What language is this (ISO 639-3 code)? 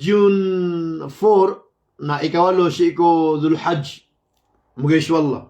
mrw